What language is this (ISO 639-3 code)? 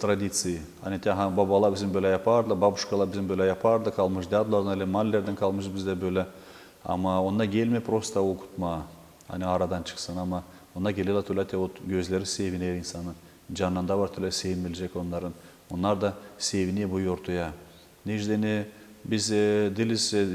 gag